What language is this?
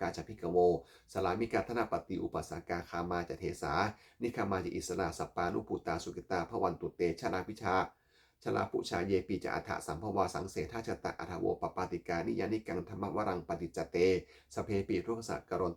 Pali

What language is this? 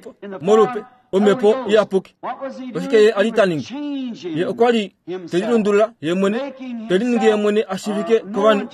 Kuanyama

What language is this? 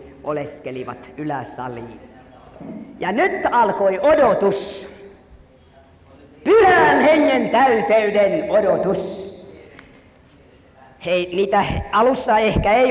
Finnish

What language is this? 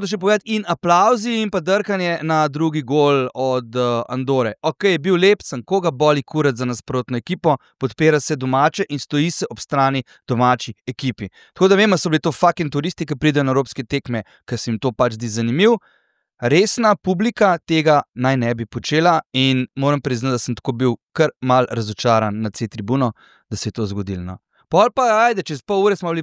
Slovenian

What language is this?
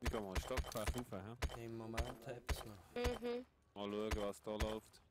Swiss German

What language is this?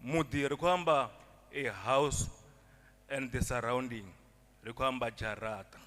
Venda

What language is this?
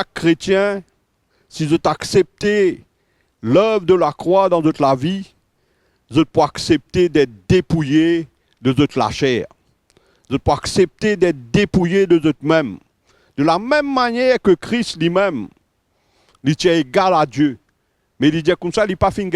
Morisyen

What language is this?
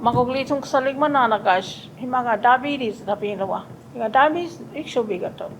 Choctaw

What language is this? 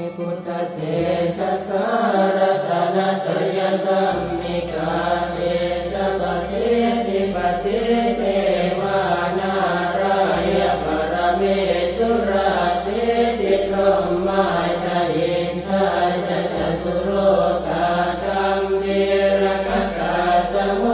Pali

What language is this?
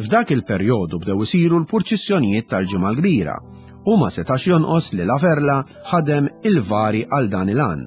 Maltese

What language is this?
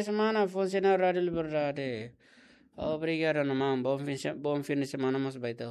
Tetum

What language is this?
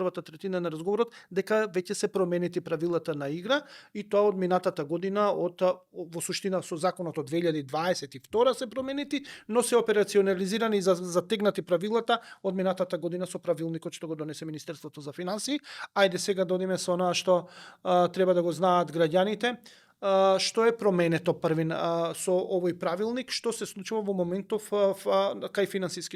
Macedonian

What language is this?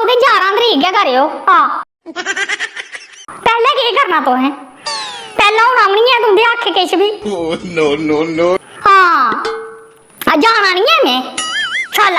Dogri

